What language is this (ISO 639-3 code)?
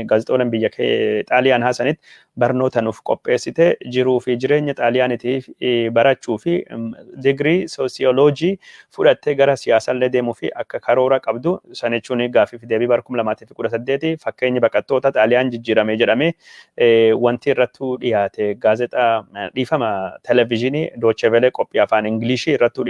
orm